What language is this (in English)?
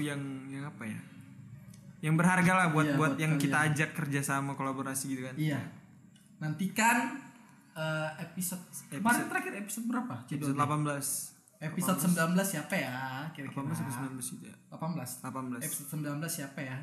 Indonesian